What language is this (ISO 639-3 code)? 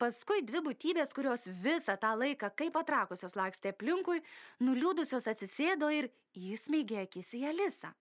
lit